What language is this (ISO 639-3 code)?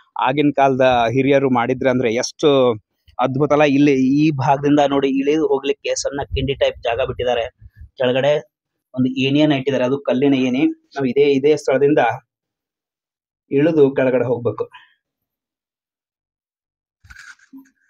kan